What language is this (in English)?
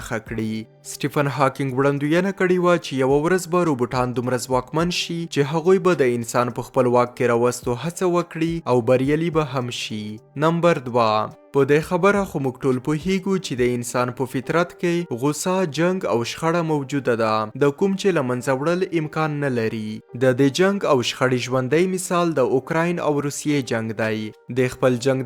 Pashto